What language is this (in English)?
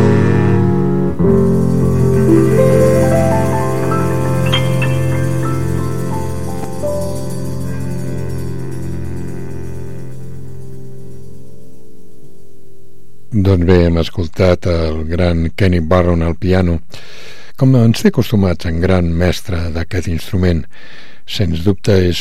Catalan